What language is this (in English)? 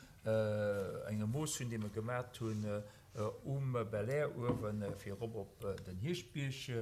Luxembourgish